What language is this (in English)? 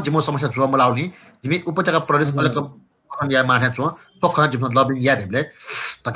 Newari